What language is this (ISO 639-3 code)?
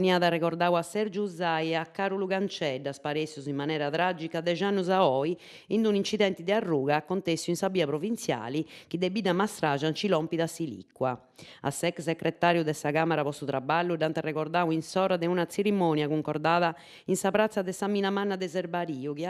srd